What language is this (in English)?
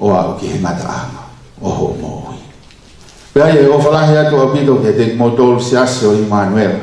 Tongan